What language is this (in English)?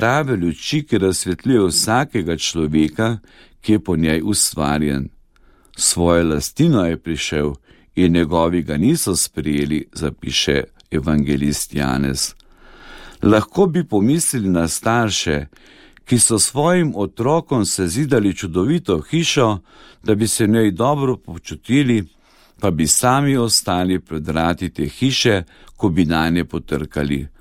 Slovenian